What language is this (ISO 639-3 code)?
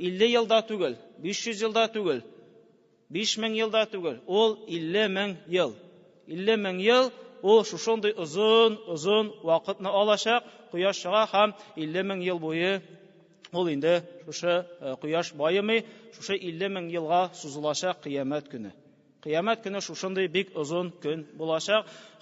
tat